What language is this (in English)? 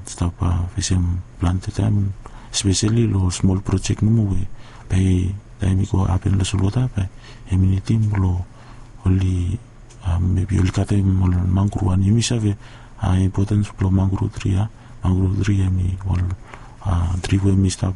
Bislama